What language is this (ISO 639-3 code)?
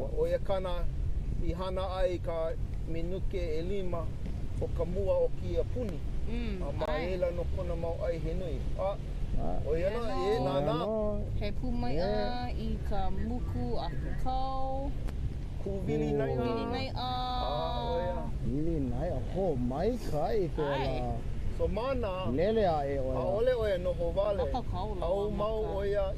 haw